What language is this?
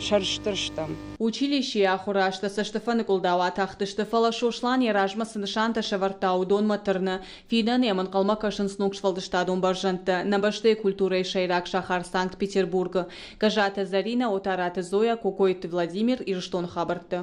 Ossetic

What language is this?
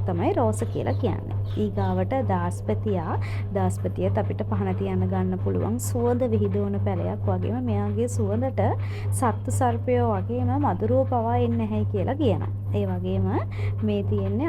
Sinhala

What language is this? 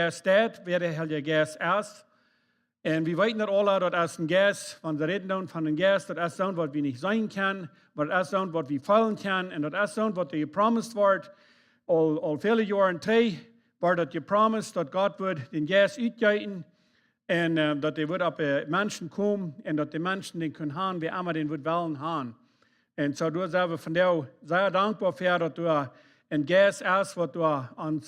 Plautdietsch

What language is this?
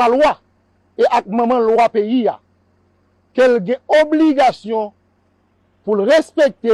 Haitian Creole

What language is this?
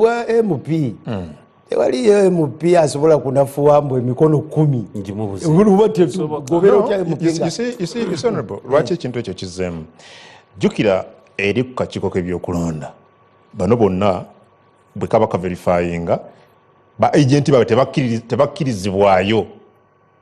Ganda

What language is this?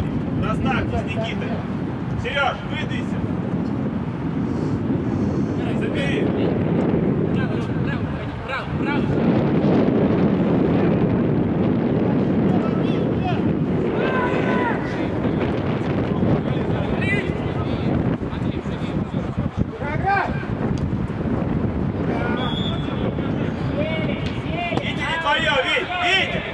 Russian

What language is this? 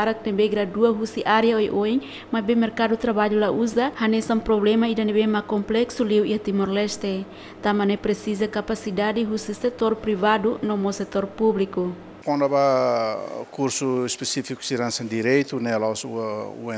Tetum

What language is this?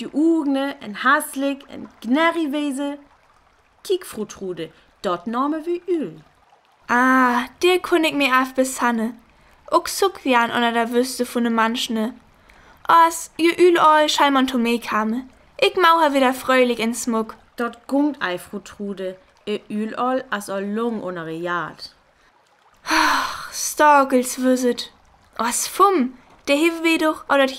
Northern Frisian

